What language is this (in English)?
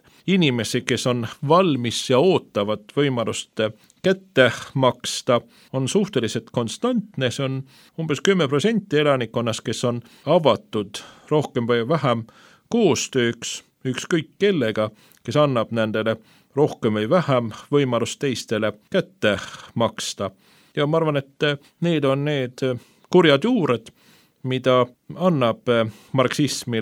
Estonian